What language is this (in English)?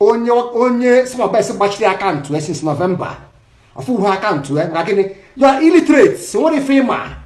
Igbo